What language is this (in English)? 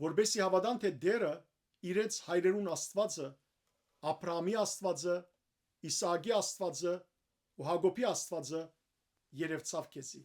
Western Armenian